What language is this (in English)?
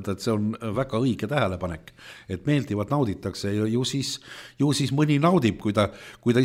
Estonian